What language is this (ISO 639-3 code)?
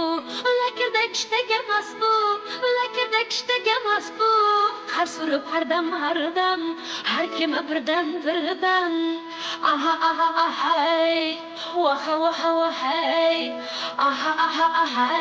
kaa